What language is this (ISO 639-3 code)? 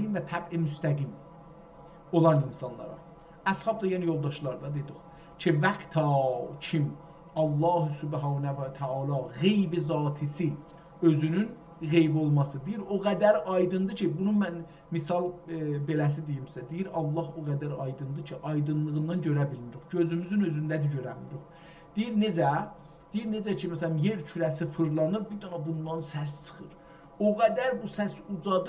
azb